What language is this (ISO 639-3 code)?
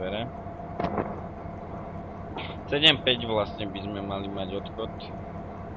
slk